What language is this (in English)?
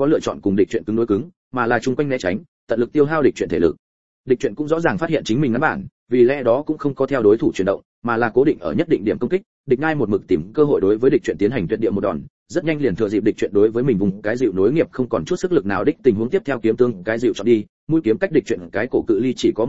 Vietnamese